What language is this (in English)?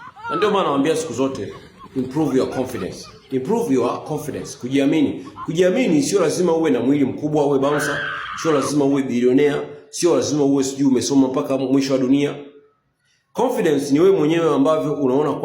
Swahili